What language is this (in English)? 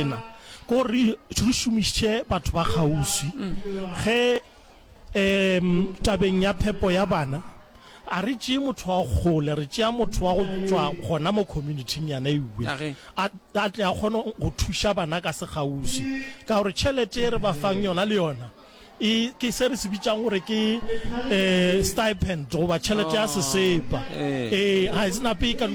Northern Sotho